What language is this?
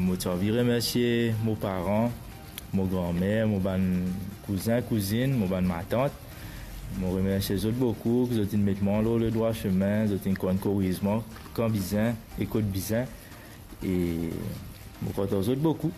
Morisyen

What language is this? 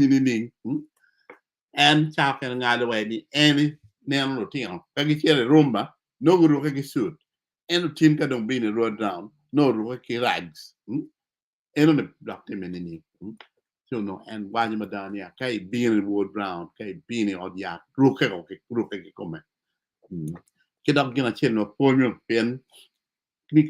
Acoli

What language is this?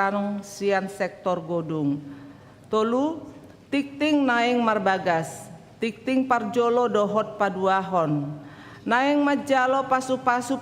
Batak Toba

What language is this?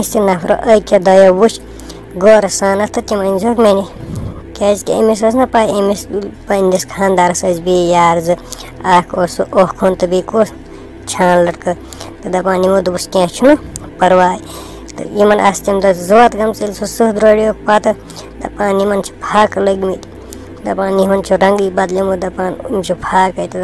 Kashmiri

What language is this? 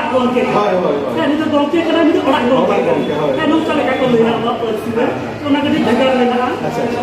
Santali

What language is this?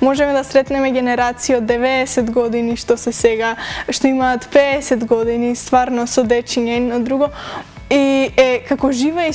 Macedonian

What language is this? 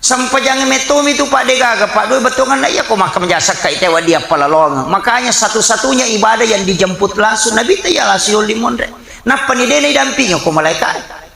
Buginese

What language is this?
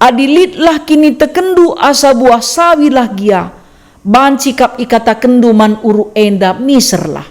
Batak Karo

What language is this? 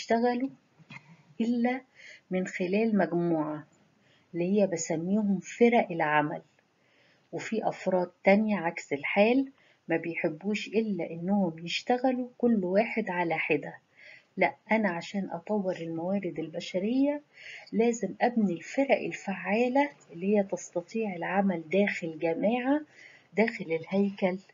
Egyptian Arabic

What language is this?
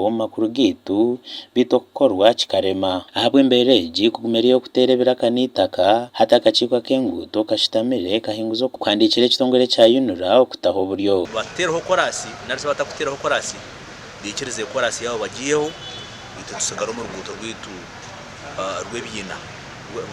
Nyankole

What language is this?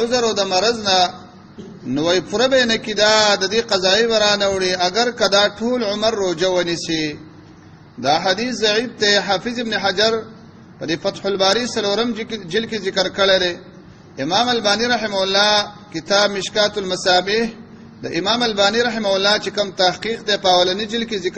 Pashto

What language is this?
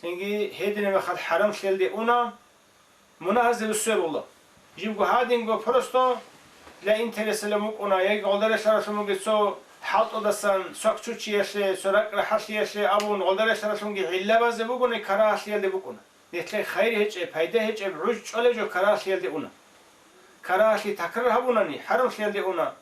Avaric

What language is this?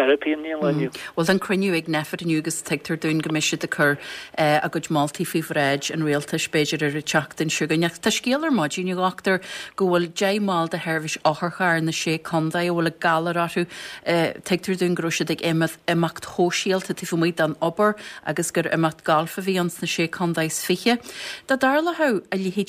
Irish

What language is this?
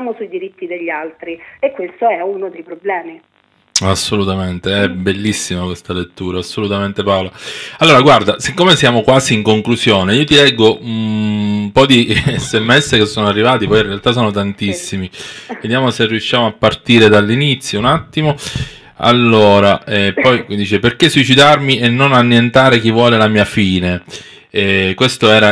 Italian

